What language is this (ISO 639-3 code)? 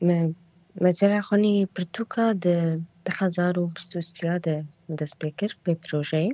kur